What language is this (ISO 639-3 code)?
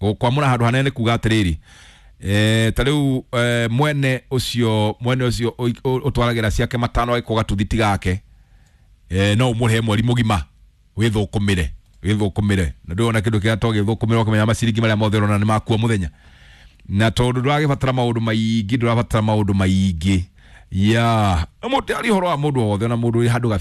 kik